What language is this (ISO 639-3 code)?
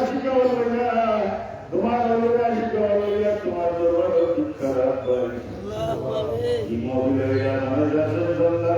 syl